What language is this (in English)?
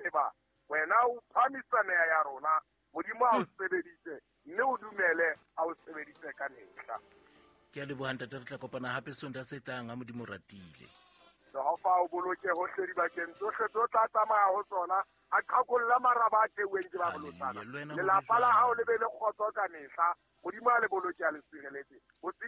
Southern Sotho